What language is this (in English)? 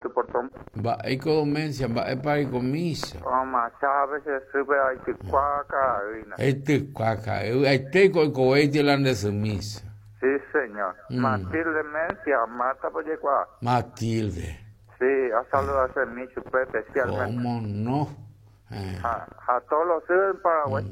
Guarani